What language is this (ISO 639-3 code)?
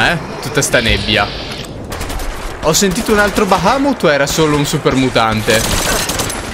ita